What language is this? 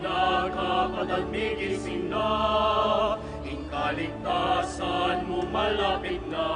Pampanga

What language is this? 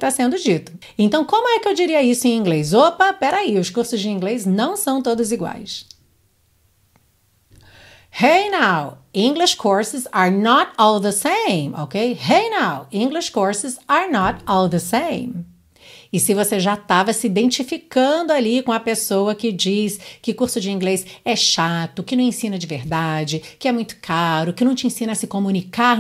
Portuguese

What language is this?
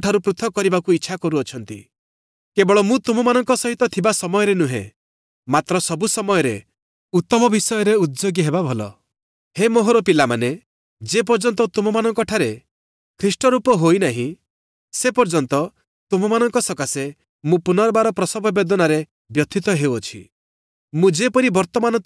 Odia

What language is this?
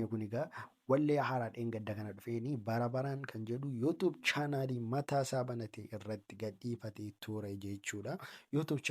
Oromo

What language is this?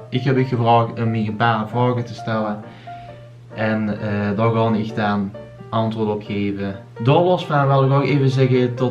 Limburgish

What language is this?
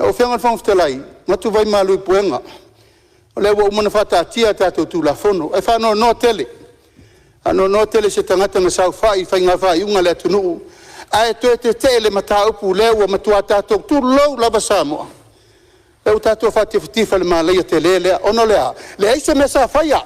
Samoan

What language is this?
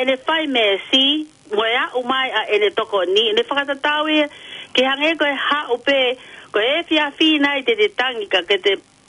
Tongan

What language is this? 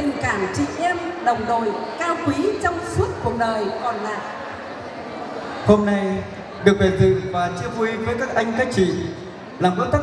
Vietnamese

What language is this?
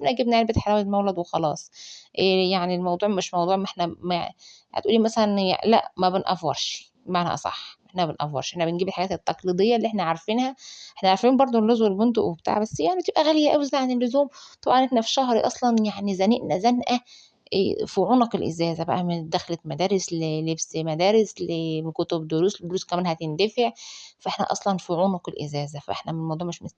Egyptian Arabic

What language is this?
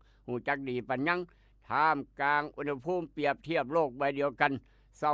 Northeastern Thai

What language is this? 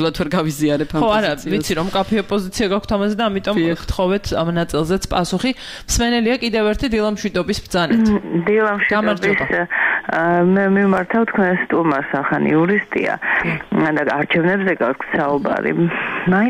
Georgian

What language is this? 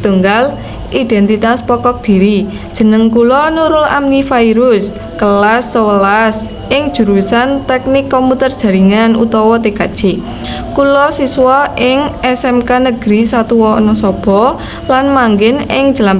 Javanese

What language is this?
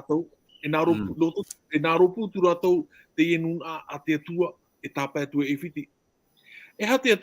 Tahitian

